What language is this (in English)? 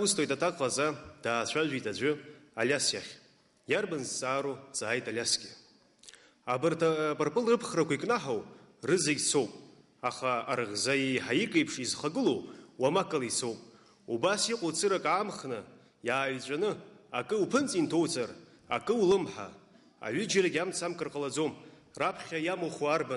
Abkhazian